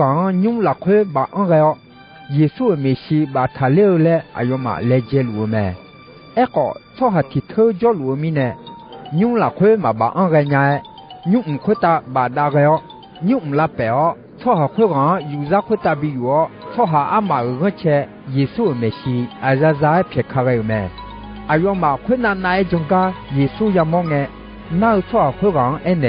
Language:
Akha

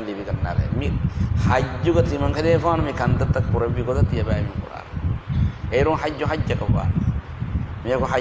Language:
Divehi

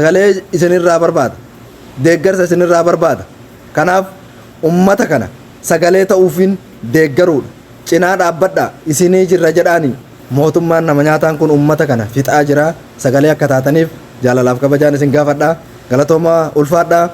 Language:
Oromo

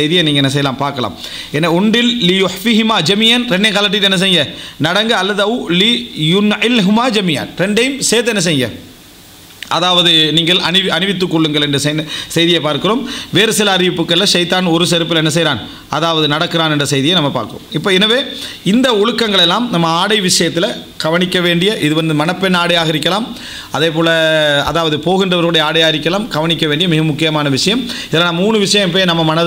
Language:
Tamil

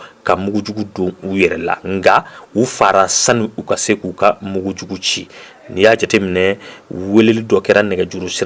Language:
Bambara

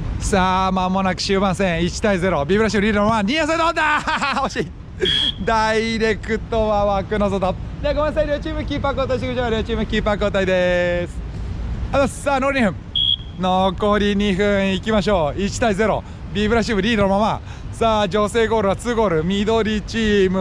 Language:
Japanese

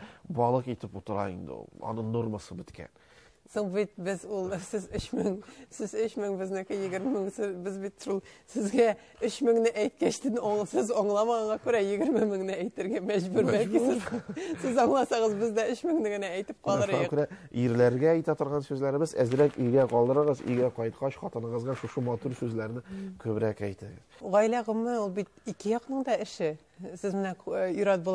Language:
Tatar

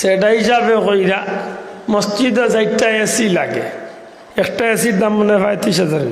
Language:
Sylheti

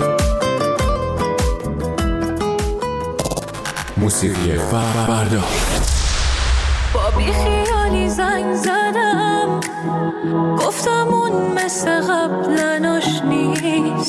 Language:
Persian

